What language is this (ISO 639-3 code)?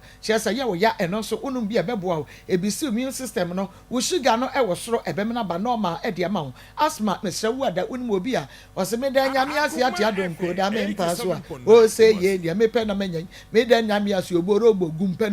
aka